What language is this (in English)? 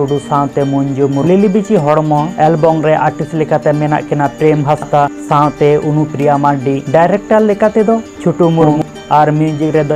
Santali